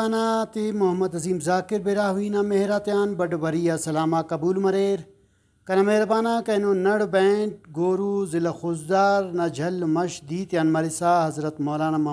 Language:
Brahui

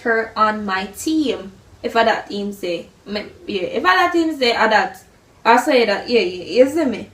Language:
Jamaican Creole English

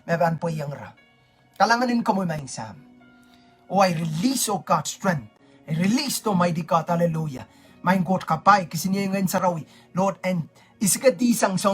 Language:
Pohnpeian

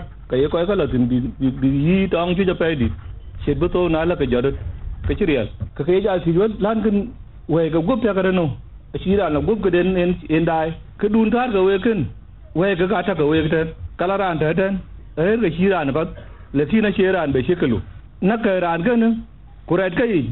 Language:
Dinka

